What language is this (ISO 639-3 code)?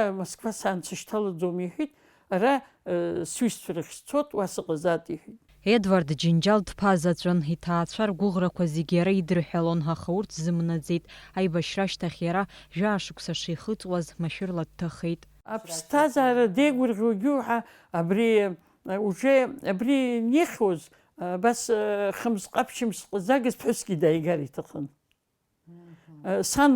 abk